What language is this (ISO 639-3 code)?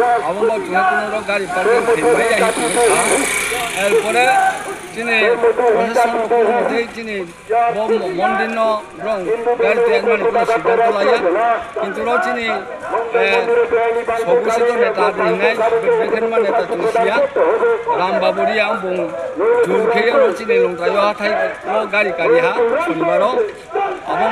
ria